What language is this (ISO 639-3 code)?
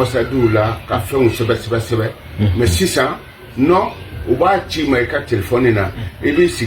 bam